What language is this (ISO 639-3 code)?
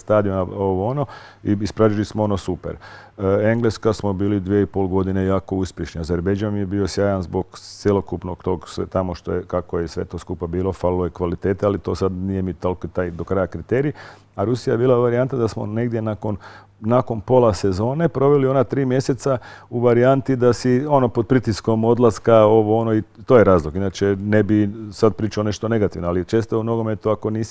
hrv